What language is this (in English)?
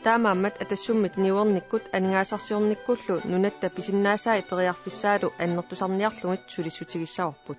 Kalaallisut